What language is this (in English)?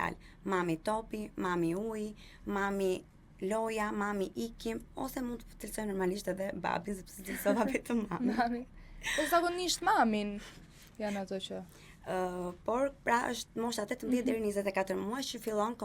Albanian